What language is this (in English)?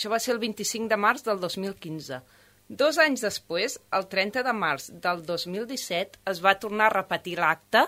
Catalan